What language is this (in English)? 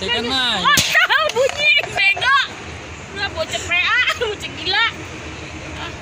Betawi